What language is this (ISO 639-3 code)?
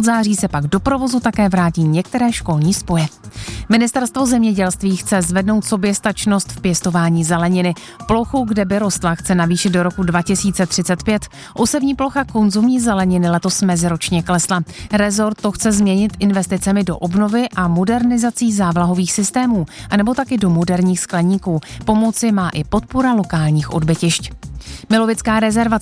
ces